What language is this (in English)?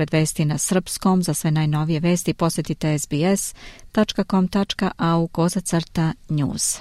Serbian